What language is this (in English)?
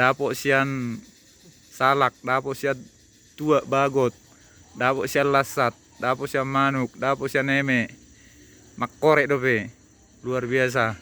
Batak Toba